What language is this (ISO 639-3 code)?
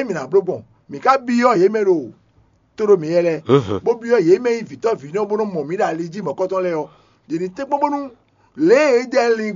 fon